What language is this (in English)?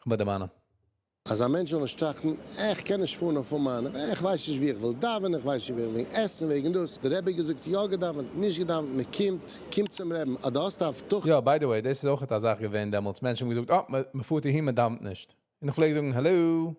Yiddish